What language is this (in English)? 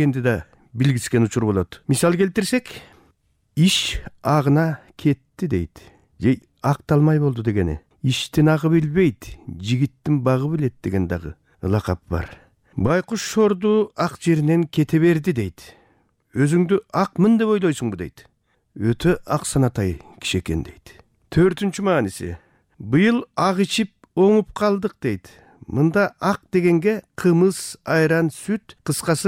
Kyrgyz